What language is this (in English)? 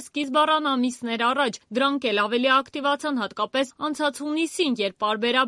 Armenian